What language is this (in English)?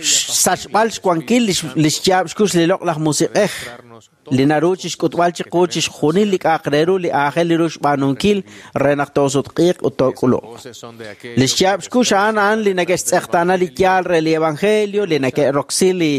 Kekchí